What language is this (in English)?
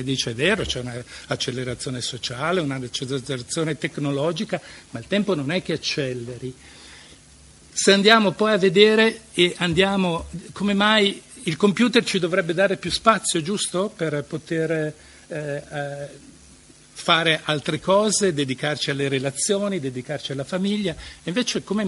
Italian